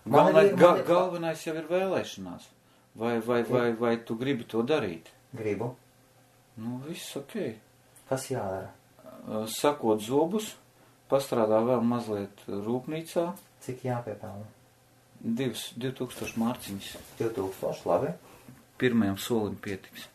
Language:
Latvian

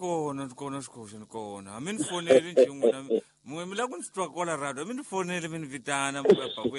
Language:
Tsonga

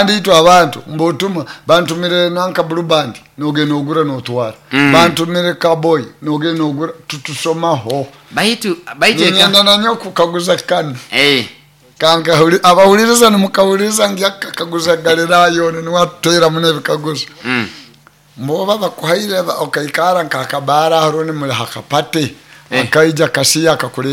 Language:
Nyoro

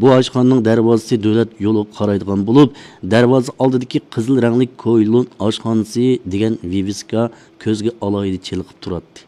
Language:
Uyghur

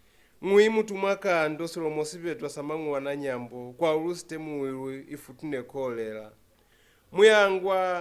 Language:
Lozi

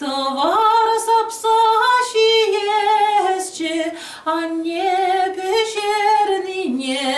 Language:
Chuvash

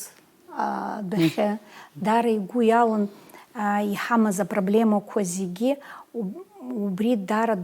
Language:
Abkhazian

